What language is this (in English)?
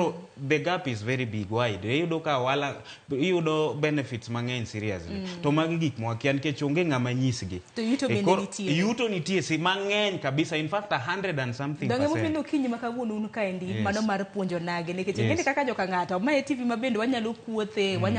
Luo (Kenya and Tanzania)